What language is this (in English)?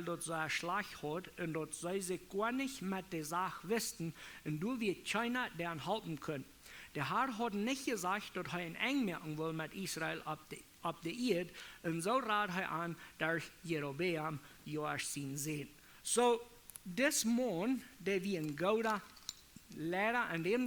Plautdietsch